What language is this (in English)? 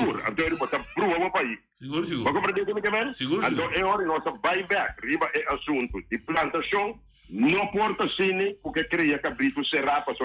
Papiamento